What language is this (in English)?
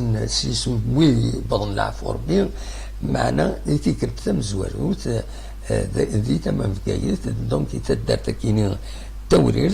Kabyle